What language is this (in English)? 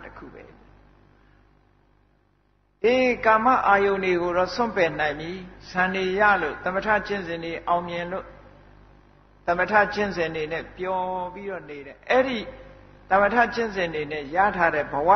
Burmese